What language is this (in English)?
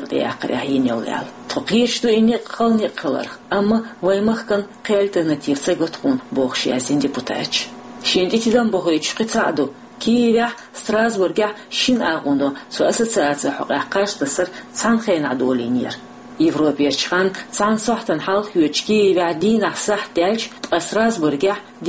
Chechen